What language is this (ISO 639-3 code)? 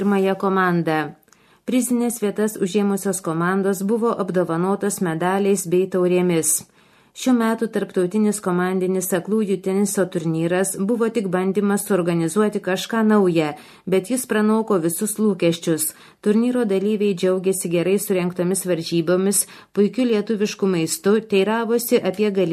lit